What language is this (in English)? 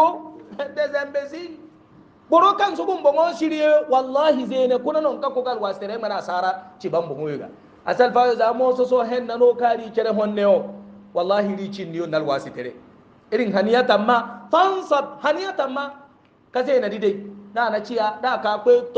Hausa